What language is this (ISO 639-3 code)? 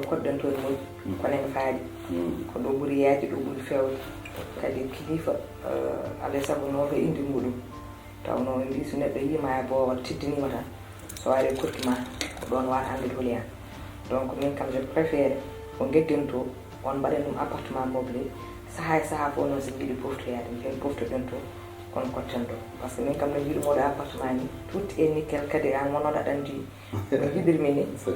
ful